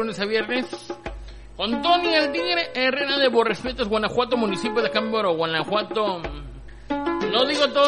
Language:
Spanish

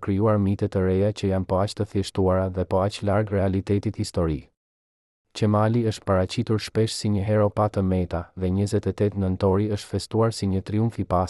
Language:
Albanian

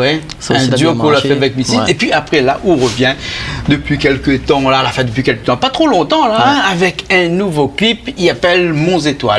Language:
Réunion Creole French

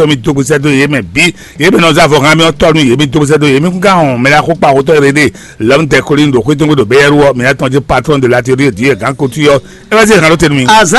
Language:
Fon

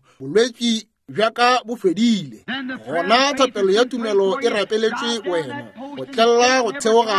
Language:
Northern Sotho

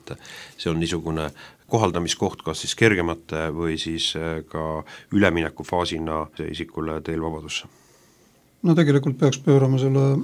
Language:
Estonian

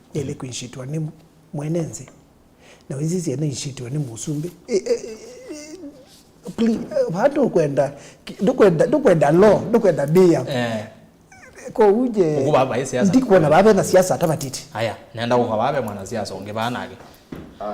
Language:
Kamba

